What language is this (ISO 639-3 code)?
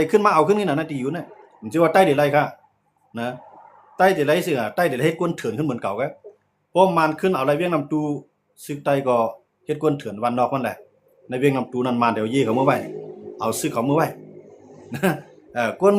shn